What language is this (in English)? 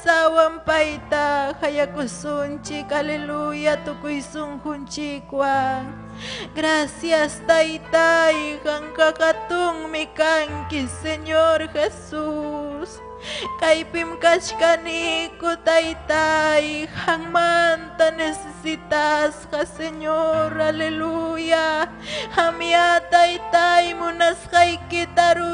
Ayacucho Quechua